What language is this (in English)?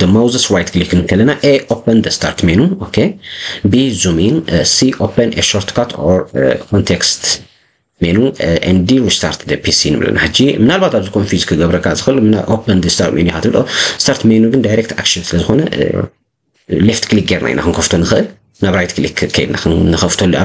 Tigrinya